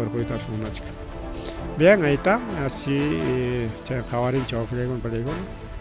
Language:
Ayacucho Quechua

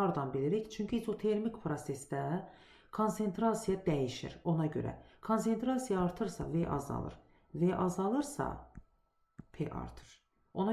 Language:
Azerbaijani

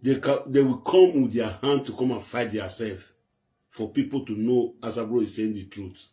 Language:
Nigerian Pidgin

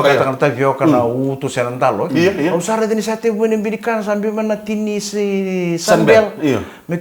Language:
Fijian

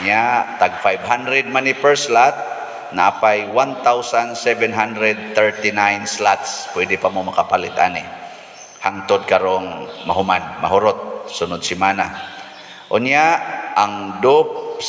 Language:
Cebuano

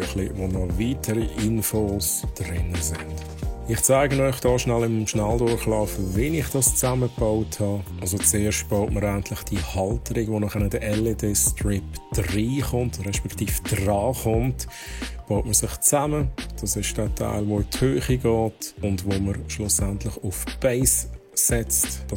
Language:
Swiss German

